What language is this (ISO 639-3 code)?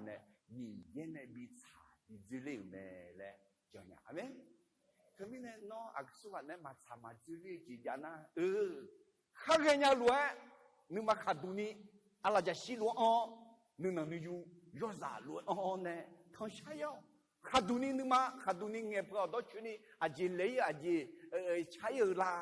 ahk